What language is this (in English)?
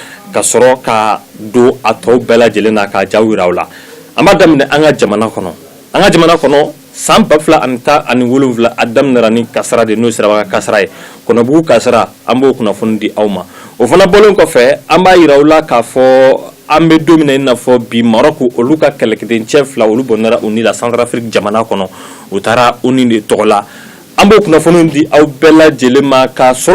Bambara